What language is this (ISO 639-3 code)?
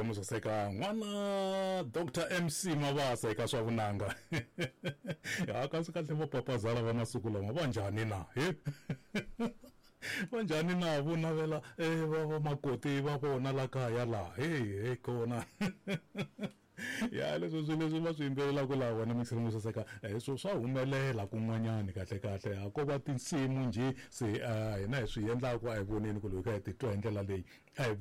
tso